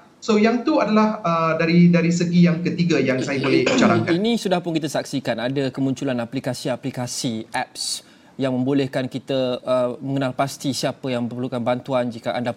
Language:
Malay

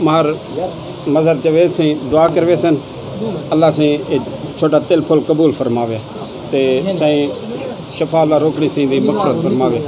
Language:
Saraiki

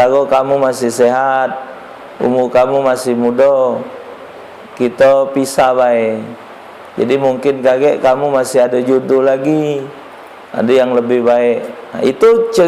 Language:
Musi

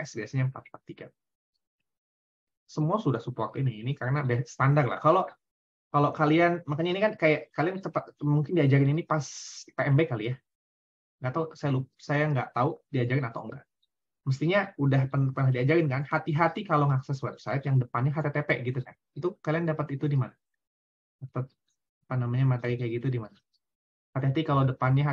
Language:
Indonesian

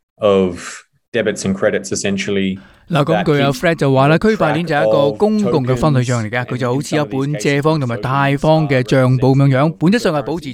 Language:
Cantonese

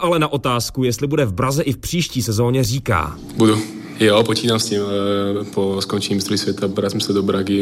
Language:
Czech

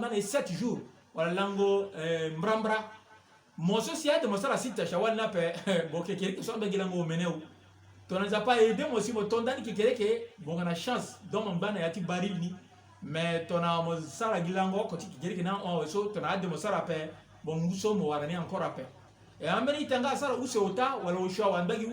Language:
Sango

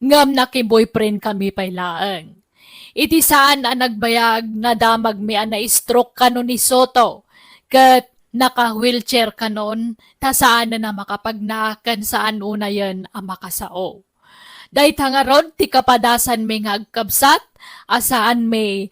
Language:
Iloko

